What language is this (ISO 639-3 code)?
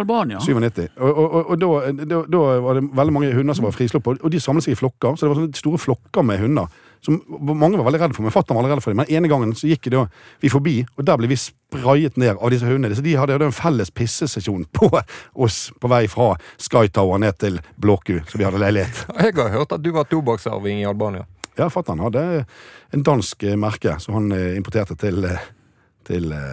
nor